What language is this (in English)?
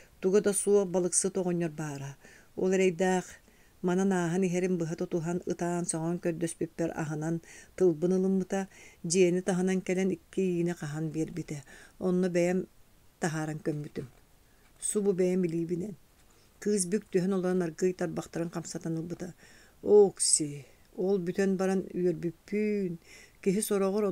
Yakut